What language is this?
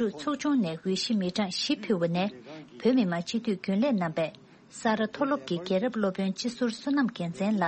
Tibetan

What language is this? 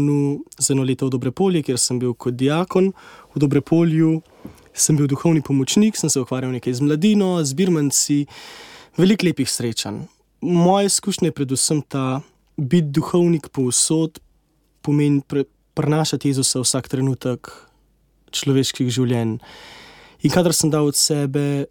Slovenian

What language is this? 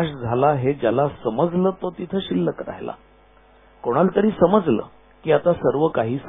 Marathi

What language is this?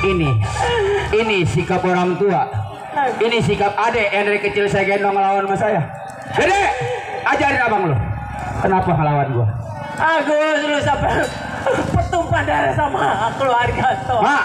Betawi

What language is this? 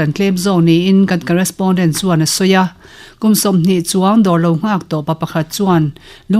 Mizo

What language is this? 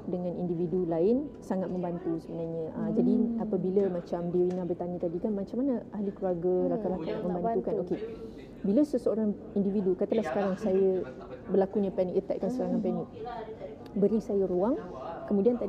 Malay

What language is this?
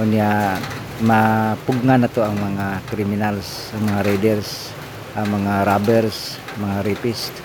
Cebuano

